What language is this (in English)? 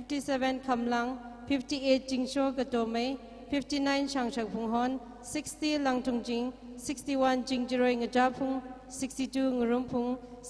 Tangkhul Naga (India)